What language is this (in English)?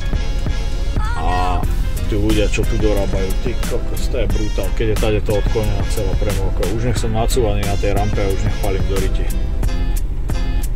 Slovak